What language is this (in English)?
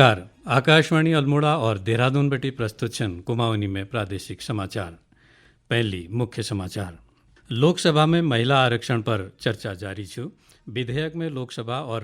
Garhwali